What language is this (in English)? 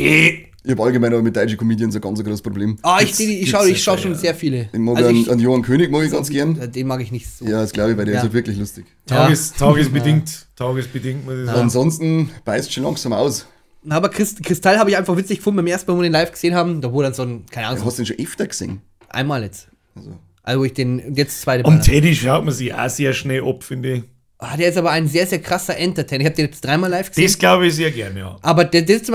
Bavarian